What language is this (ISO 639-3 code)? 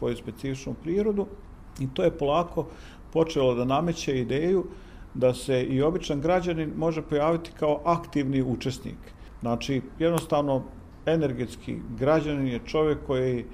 bos